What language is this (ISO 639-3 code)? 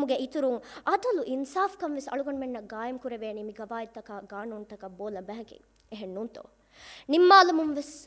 div